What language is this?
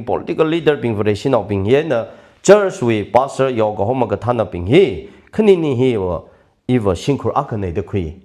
Tangkhul Naga (India)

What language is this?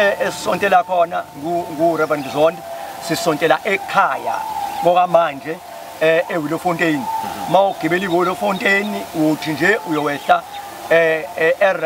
Zulu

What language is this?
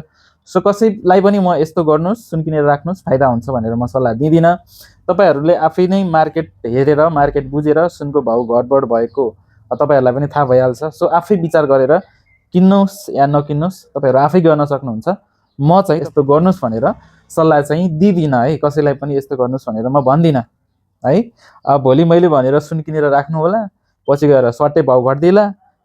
Nepali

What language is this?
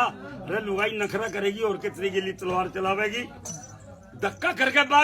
Haryanvi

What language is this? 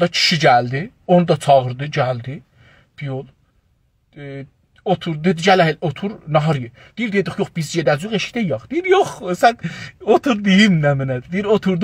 South Azerbaijani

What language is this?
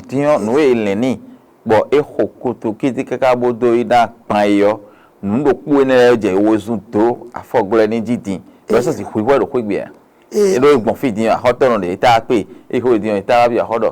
Fon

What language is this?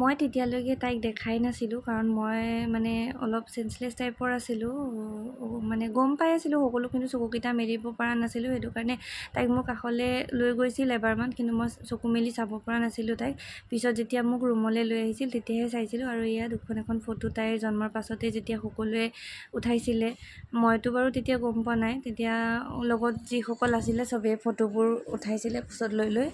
Assamese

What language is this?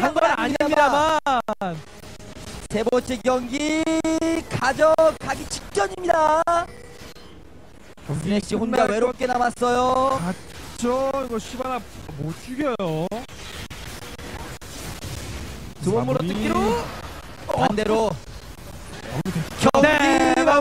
Korean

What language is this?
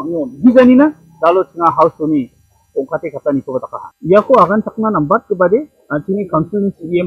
Garo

